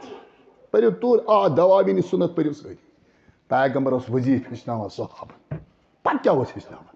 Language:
Kashmiri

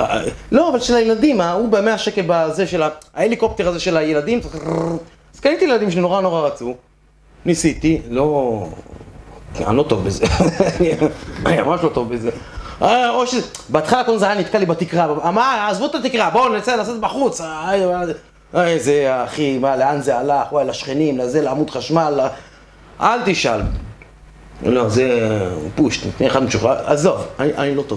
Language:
Hebrew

